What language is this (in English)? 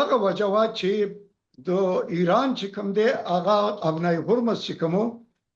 Pashto